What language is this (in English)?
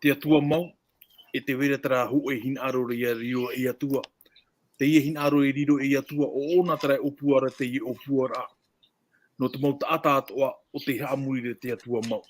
Tahitian